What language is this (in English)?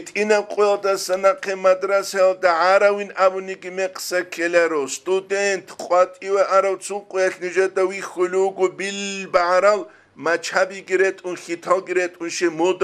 Avaric